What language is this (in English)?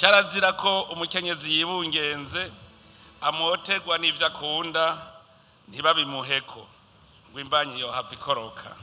Rundi